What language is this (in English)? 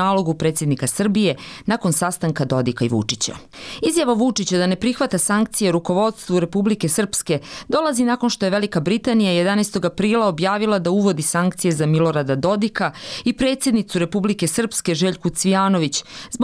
Croatian